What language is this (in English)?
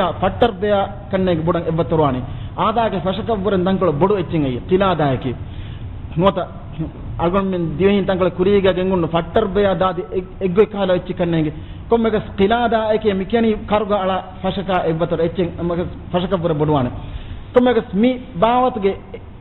Divehi